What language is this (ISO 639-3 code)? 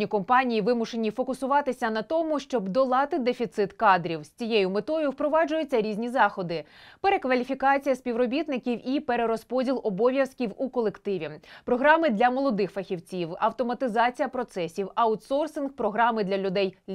ukr